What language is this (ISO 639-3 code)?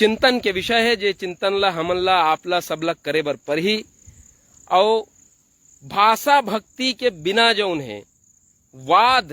hne